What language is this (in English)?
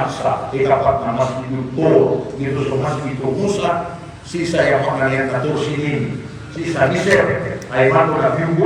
Maranao